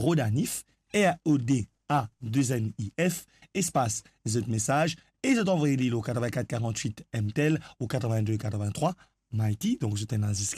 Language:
Morisyen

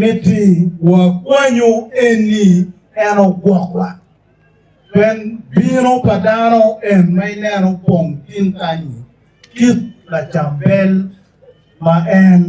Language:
Acoli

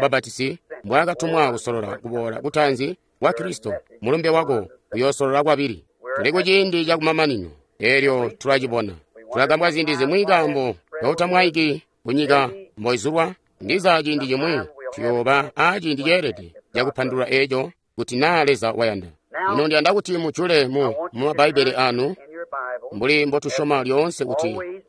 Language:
Tonga (Zambia)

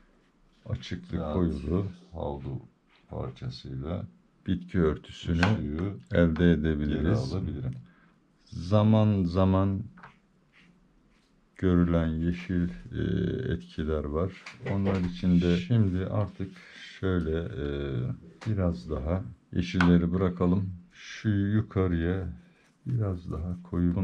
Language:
Turkish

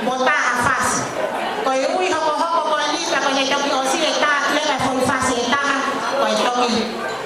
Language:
Tongan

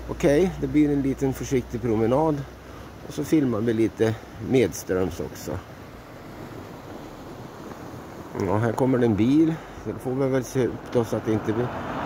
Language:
Swedish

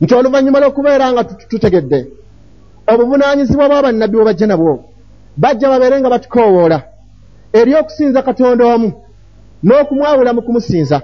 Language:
Ganda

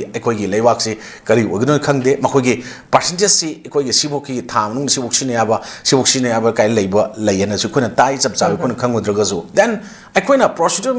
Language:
Manipuri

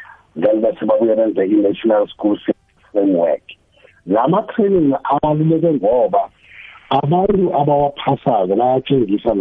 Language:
South Ndebele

